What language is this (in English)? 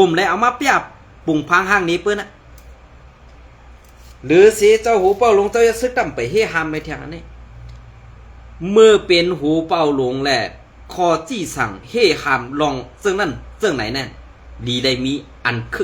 Shan